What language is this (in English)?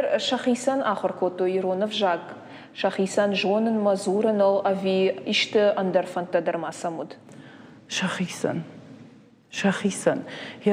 Ossetic